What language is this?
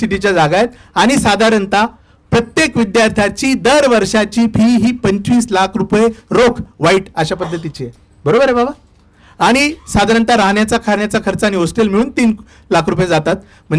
Marathi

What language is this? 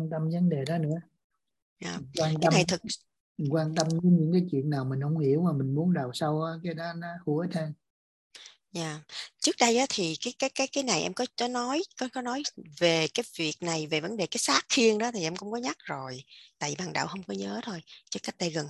Vietnamese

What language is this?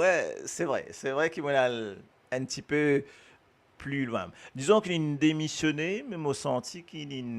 Morisyen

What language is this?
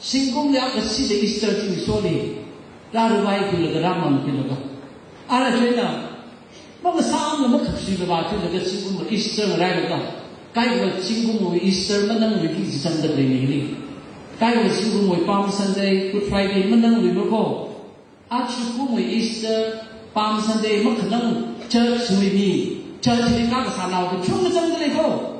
Tangkhul Naga (India)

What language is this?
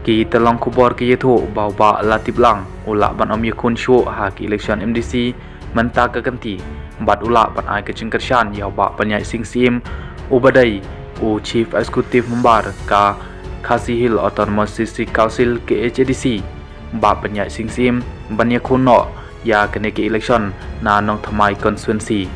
Khasi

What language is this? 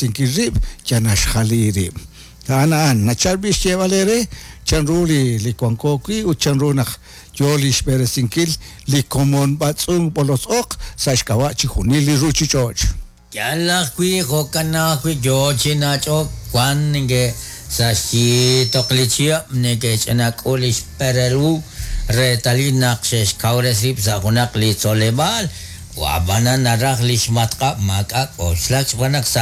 Kekchí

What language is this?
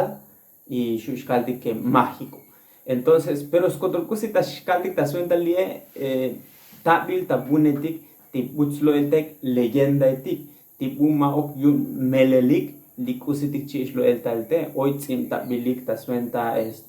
Tzotzil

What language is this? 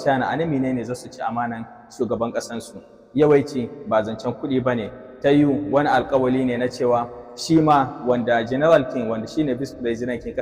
Hausa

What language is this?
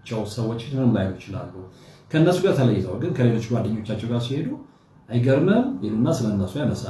Amharic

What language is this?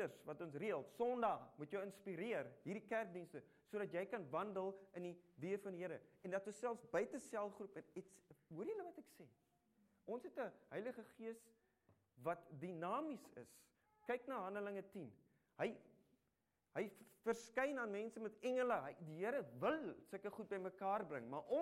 Afrikaans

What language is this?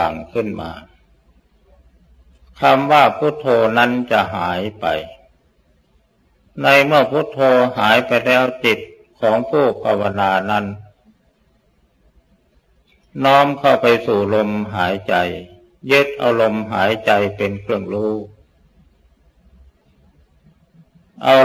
Thai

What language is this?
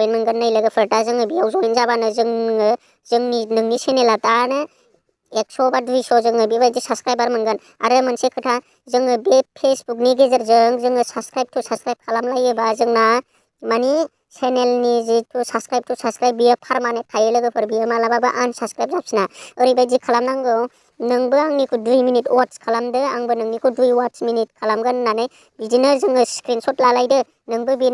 Bodo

